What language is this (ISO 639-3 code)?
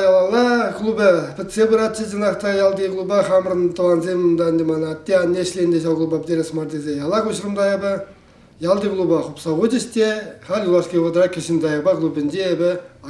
chv